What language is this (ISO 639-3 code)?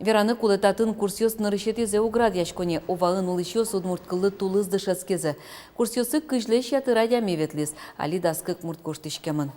udm